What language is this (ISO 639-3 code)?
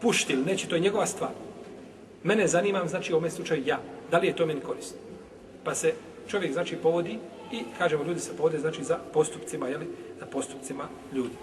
bos